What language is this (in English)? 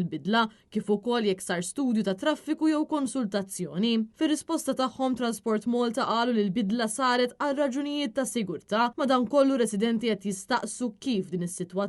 Maltese